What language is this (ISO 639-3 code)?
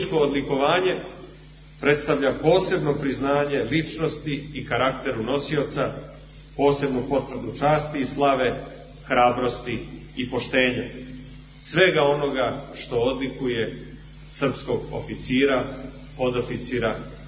srp